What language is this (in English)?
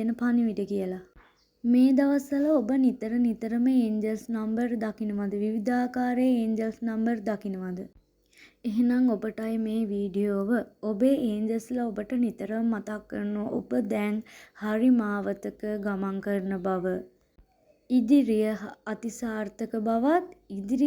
Sinhala